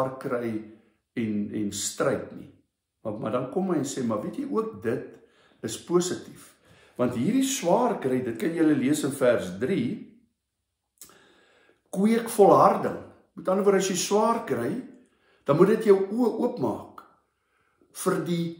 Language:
Afrikaans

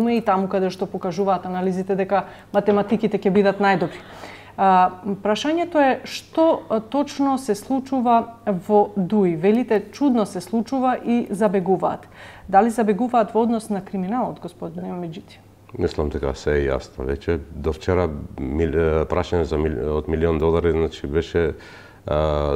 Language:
Macedonian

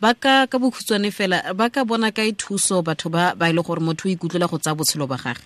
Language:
Tswana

